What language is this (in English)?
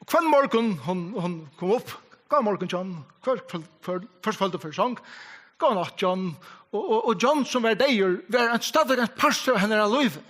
Faroese